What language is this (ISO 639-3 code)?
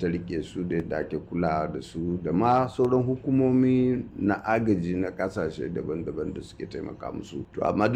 hau